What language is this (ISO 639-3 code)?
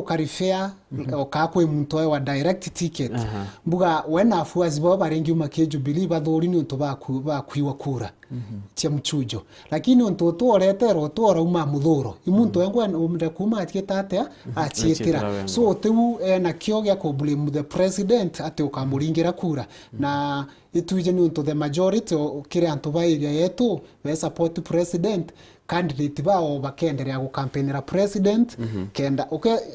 mer